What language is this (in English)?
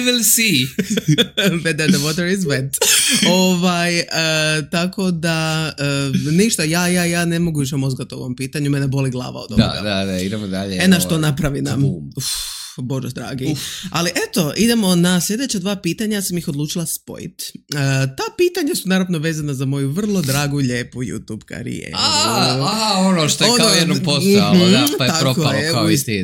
Serbian